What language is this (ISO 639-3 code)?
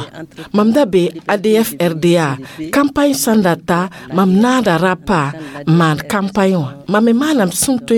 mos